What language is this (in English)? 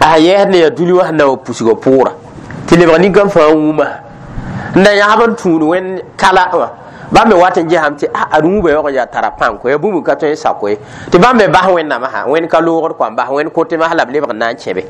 Mossi